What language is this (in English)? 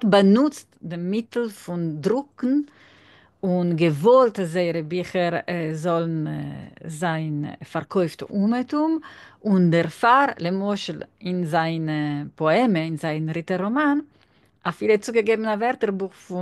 Yiddish